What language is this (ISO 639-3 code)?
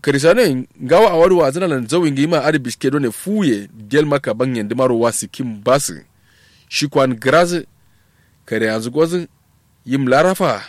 kau